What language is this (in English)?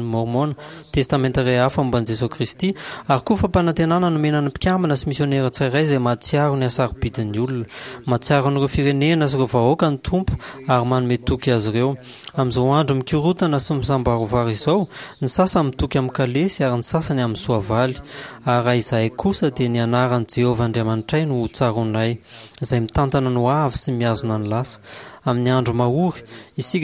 Malagasy